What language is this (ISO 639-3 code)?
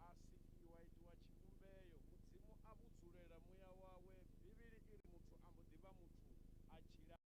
ven